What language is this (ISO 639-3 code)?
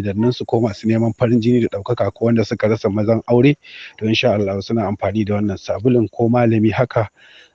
hau